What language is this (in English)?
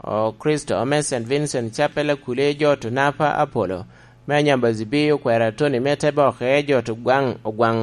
Lango (Uganda)